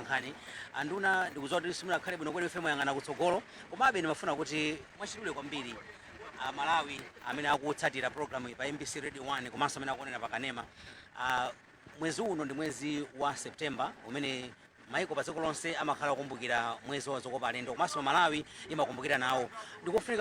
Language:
Nyanja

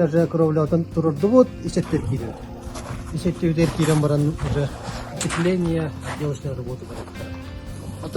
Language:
Yakut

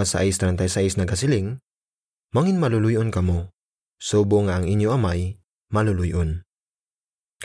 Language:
Hiligaynon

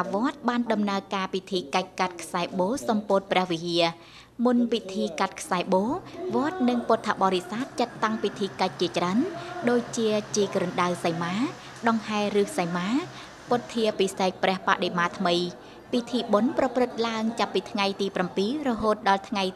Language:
Khmer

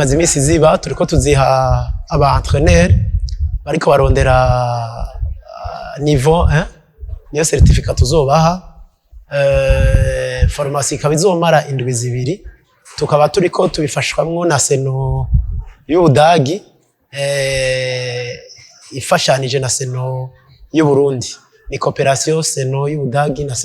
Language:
Rundi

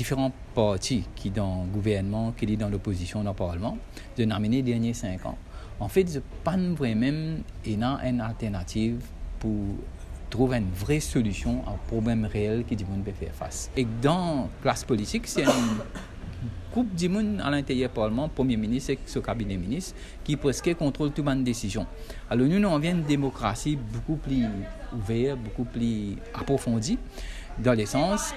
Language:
Morisyen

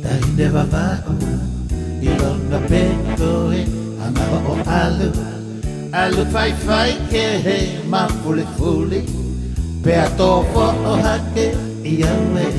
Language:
Tongan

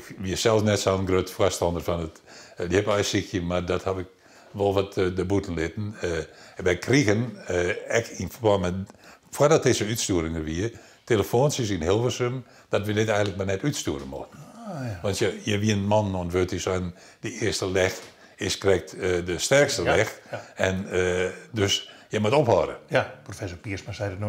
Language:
Western Frisian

